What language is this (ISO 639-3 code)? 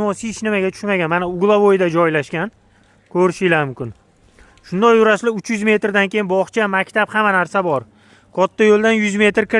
uzb